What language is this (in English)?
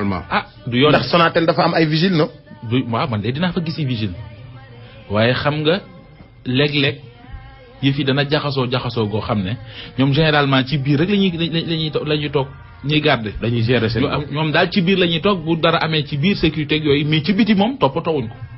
Wolof